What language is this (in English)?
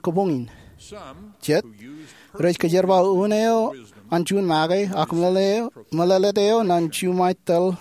Marshallese